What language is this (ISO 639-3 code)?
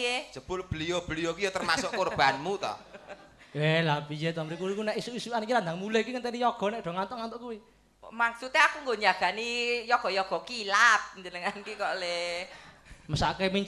jav